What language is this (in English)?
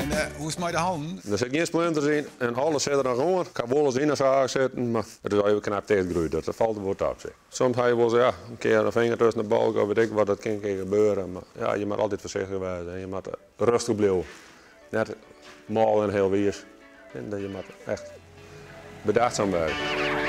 Western Frisian